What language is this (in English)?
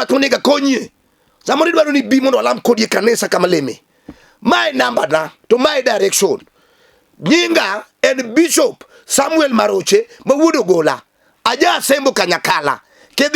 Luo (Kenya and Tanzania)